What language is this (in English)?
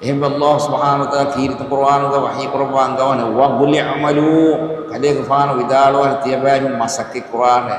Divehi